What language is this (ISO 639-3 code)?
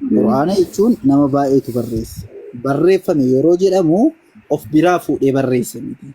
orm